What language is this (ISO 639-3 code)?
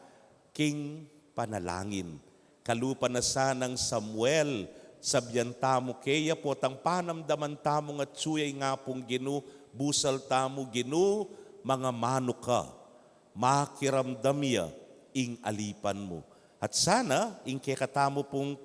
pam